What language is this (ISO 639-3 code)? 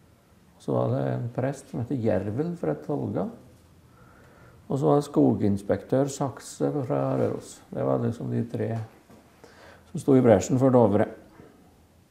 nor